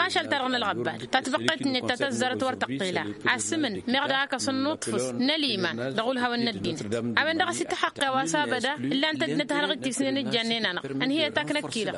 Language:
Tamasheq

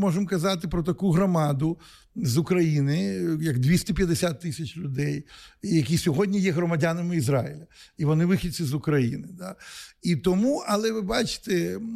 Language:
Ukrainian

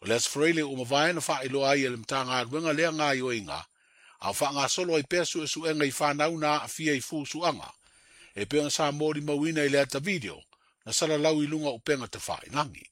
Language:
Samoan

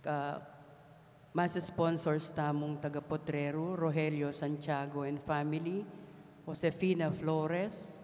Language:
Pampanga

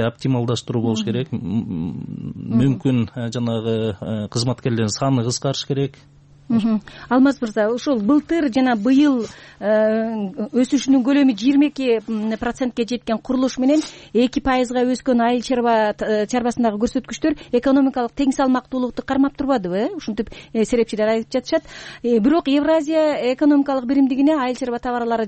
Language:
Kyrgyz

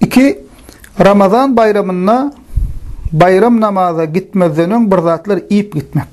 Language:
Turkmen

